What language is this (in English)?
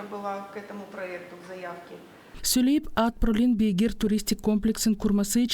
Gagauz